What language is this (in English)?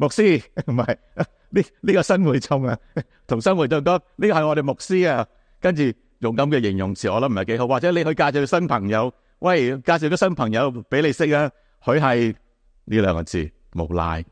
Cantonese